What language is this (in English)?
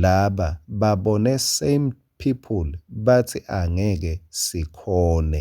Swati